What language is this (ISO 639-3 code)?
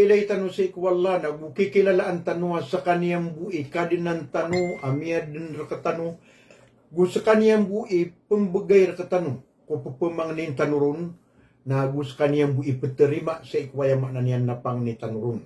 mrw